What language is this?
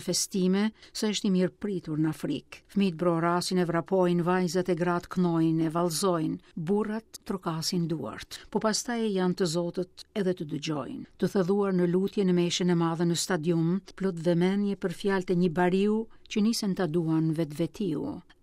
Albanian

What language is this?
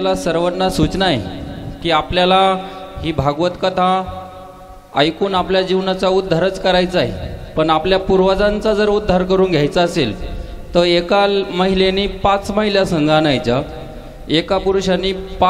Marathi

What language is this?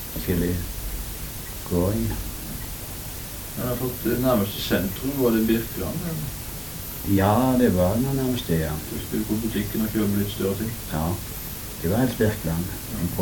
Norwegian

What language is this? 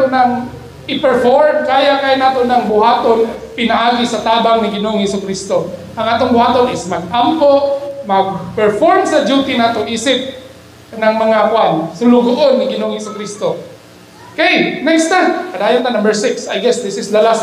Cebuano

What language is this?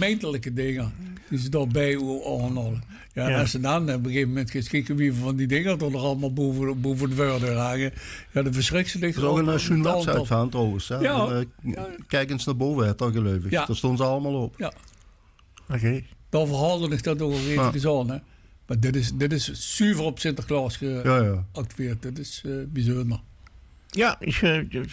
Limburgish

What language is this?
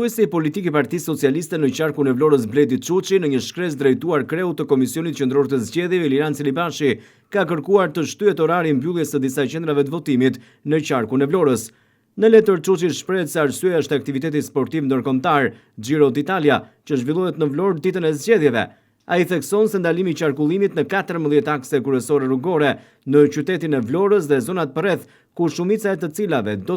Albanian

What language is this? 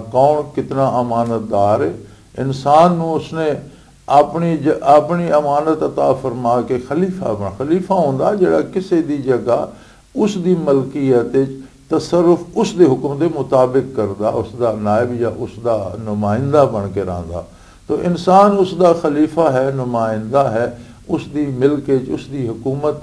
Western Panjabi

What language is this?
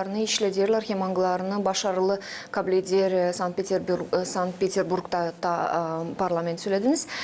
Gagauz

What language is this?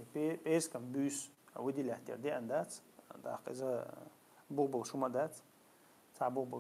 Chechen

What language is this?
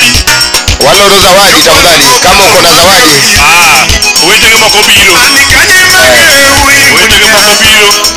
Luo (Kenya and Tanzania)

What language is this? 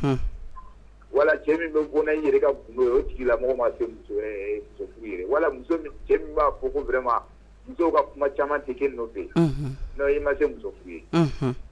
Bambara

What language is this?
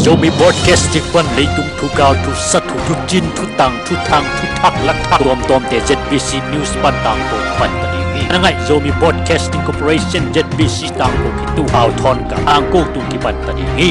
Tedim Chin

